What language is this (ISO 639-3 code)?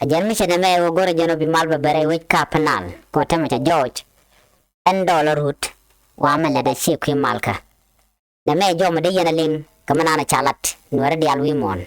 nus